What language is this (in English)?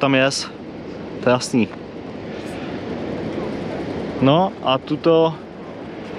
Czech